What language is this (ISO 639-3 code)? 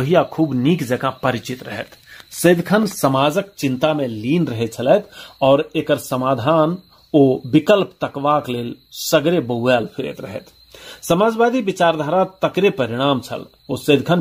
mai